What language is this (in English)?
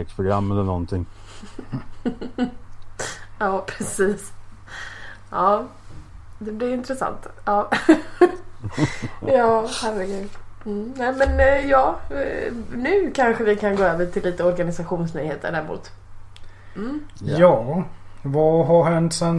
Swedish